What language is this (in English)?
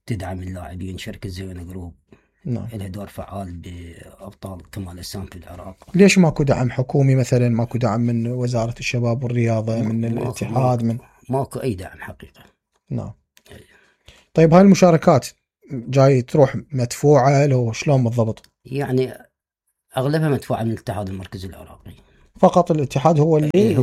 Mesopotamian Arabic